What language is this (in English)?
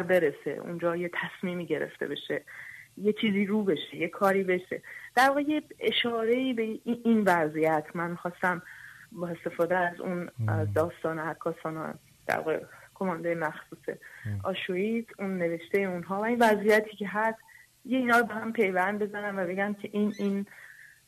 Persian